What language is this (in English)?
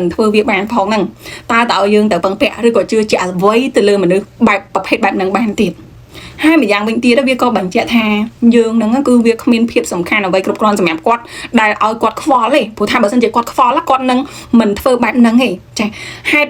Khmer